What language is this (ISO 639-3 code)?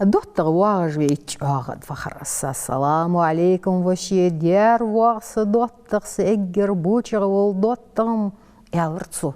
inh